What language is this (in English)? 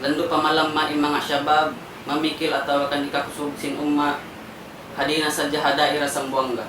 Tausug